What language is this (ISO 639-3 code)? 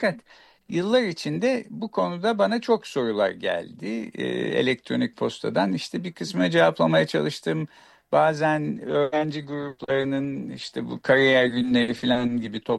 tur